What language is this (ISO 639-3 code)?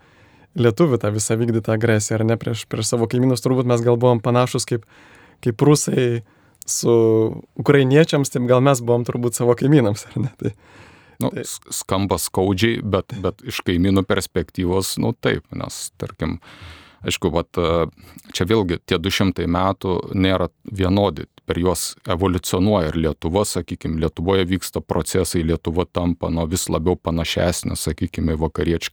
lit